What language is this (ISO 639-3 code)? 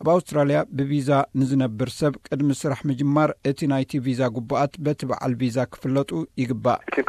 tir